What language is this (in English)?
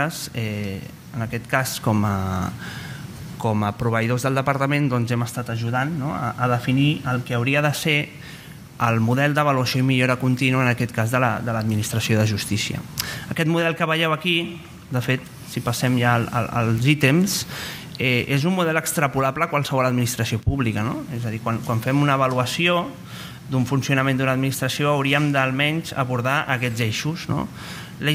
Catalan